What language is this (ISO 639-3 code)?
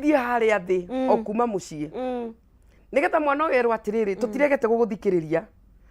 kik